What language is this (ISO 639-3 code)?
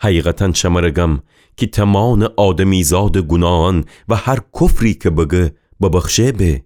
glk